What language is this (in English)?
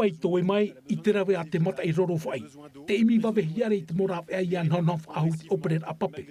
Tahitian